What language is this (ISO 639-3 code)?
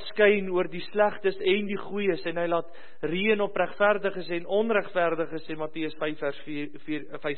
afr